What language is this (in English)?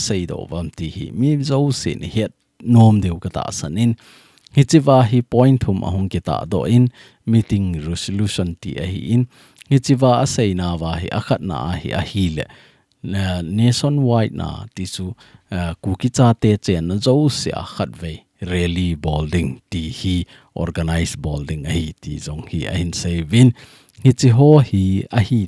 Thado Chin